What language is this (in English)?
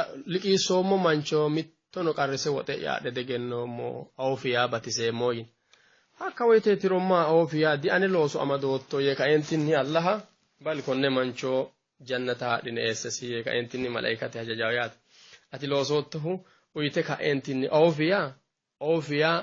Sidamo